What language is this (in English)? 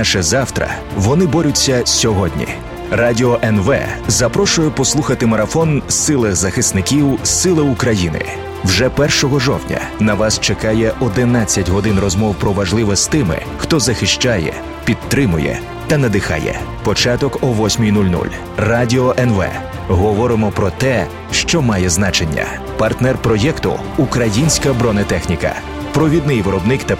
Ukrainian